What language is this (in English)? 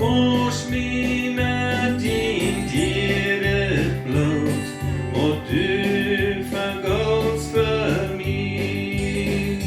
Plautdietsch